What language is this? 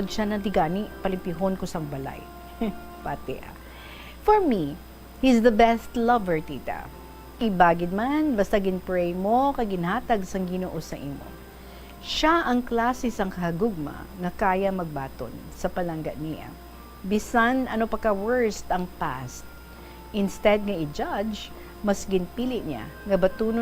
Hiligaynon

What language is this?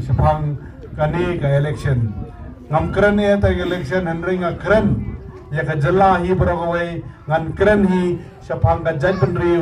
Khasi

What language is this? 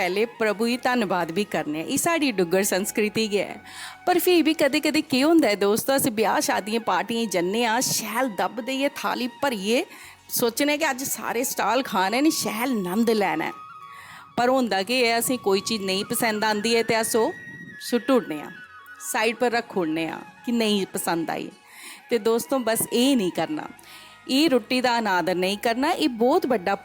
Dogri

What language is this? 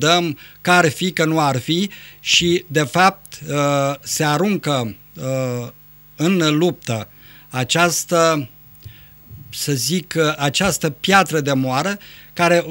Romanian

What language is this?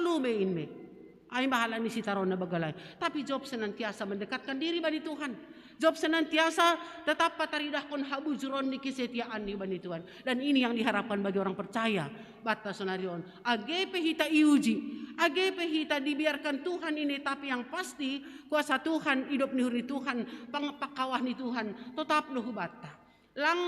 Batak Simalungun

